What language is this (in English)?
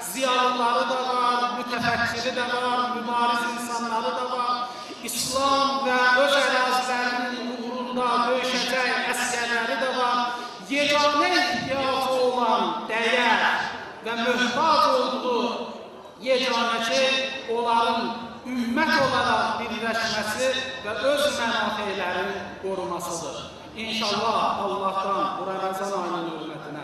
Azerbaijani